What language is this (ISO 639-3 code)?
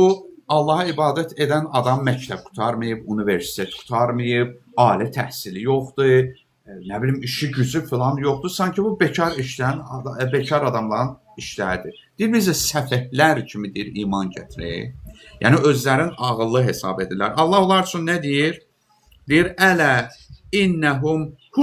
aze